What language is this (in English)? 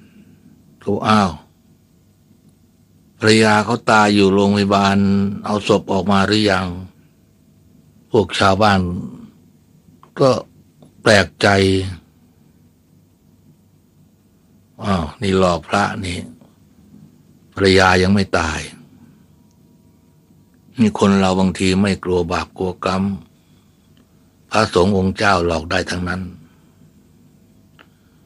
Thai